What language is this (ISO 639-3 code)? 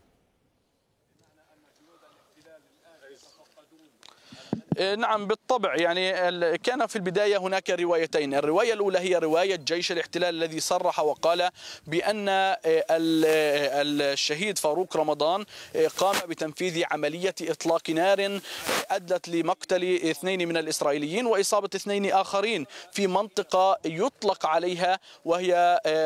ara